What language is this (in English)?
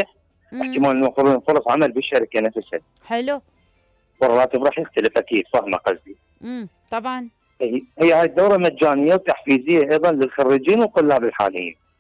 Mesopotamian Arabic